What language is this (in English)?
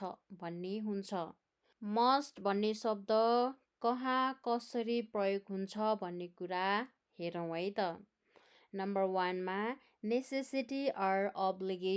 Nepali